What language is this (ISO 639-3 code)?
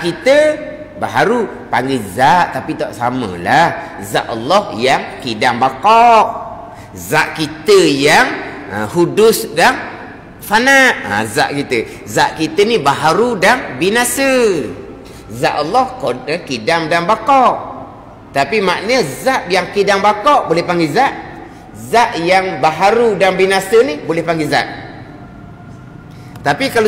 msa